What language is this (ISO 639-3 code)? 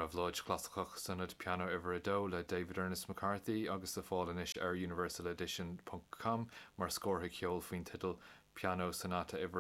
gle